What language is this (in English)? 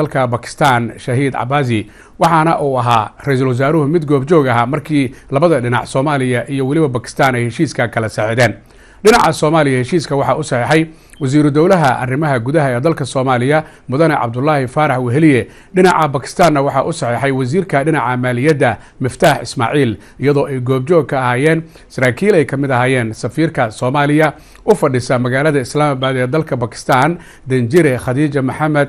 Somali